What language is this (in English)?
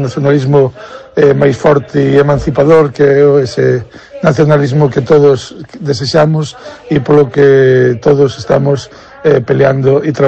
Galician